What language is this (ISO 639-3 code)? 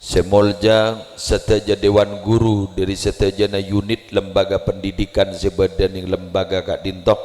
mad